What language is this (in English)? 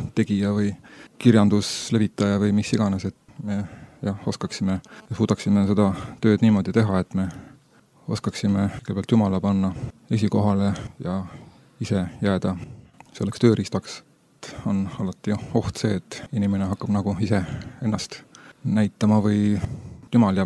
Estonian